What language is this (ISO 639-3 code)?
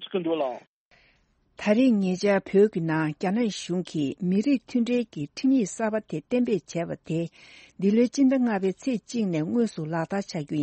bod